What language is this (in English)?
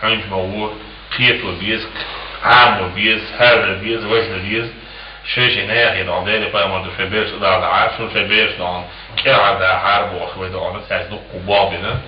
Chechen